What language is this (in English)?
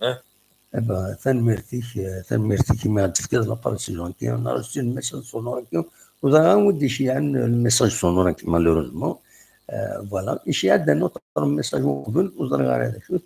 Kabyle